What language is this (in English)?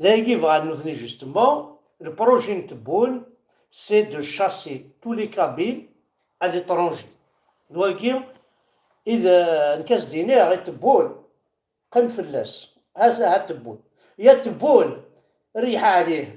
Kabyle